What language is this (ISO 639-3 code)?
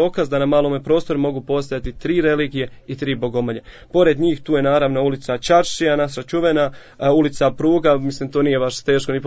bos